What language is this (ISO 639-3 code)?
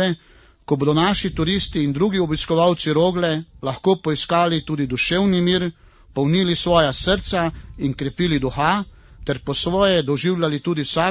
slv